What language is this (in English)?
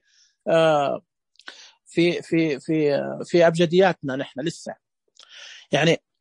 Najdi Arabic